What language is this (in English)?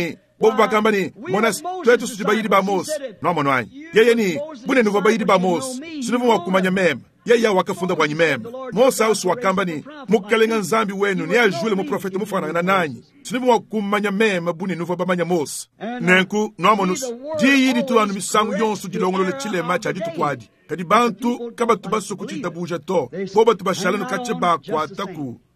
Luba-Lulua